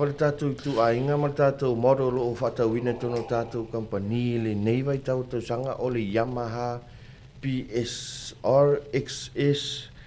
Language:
Samoan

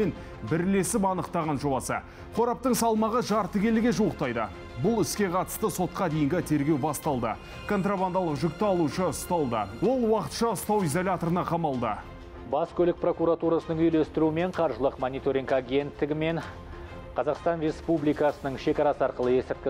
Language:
Kazakh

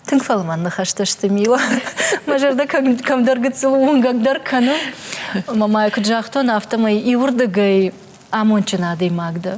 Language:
Ossetic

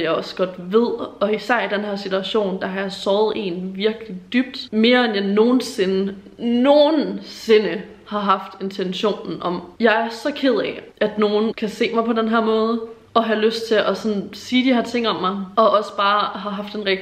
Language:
Danish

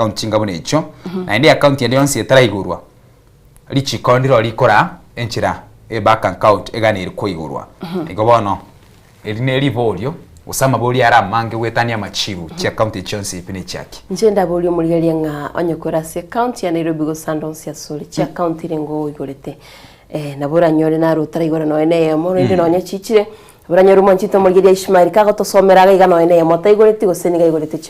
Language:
Gusii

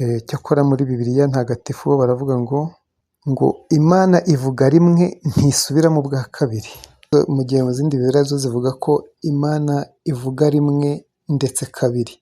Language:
Kinyarwanda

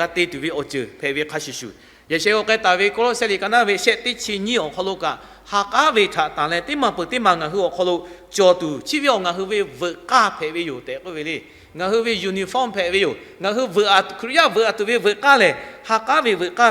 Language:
Lahu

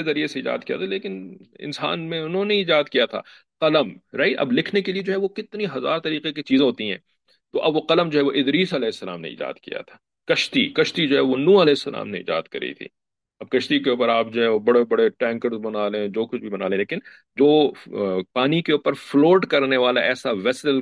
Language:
Urdu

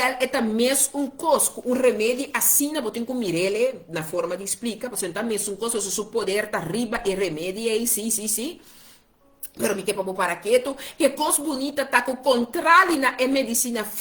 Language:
Papiamento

